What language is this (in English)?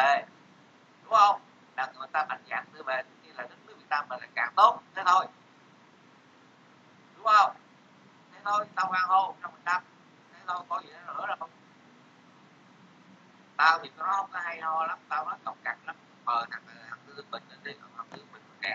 Vietnamese